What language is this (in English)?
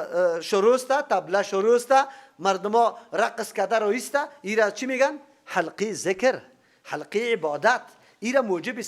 Persian